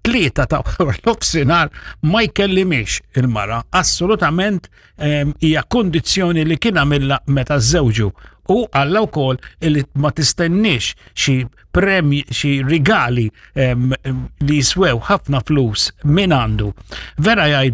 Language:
Maltese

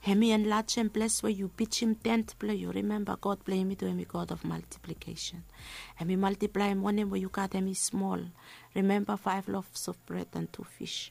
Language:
Bislama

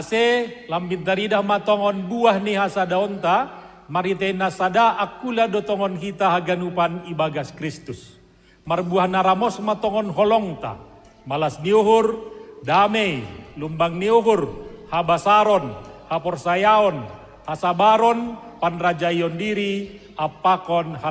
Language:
Batak Simalungun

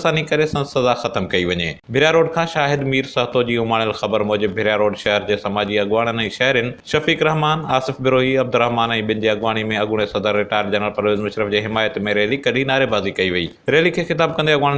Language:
Sindhi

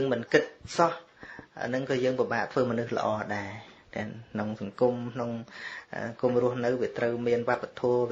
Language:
Khmer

